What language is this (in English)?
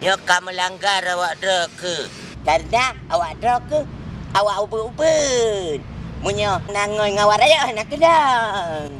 Achinese